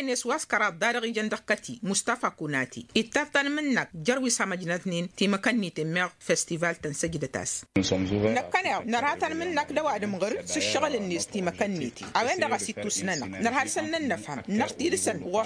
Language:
Tamasheq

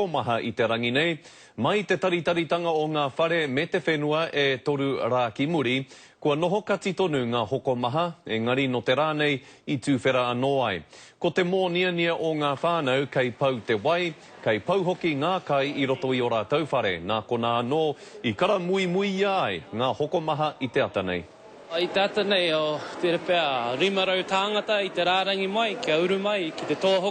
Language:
Māori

